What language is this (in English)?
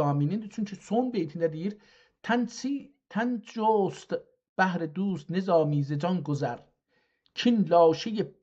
South Azerbaijani